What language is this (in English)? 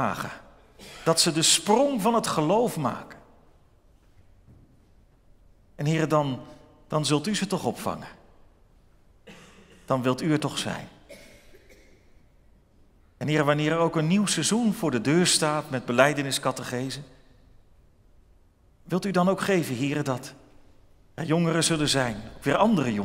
Dutch